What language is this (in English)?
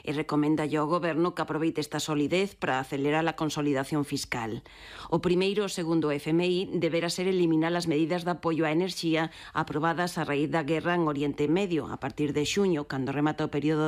Galician